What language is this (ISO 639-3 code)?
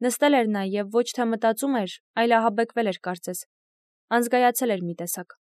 hye